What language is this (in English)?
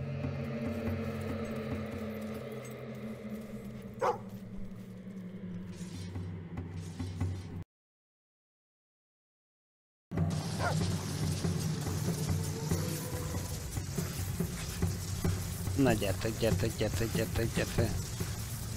Hungarian